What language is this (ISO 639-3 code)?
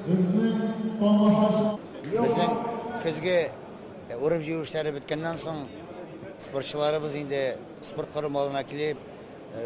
tat